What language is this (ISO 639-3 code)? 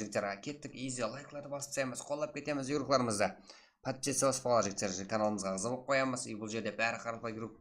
kaa